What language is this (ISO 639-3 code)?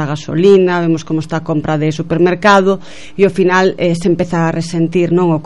glg